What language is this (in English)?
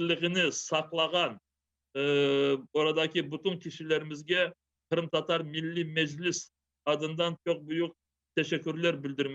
Crimean Tatar